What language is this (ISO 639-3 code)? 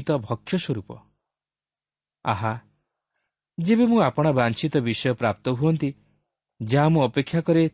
ori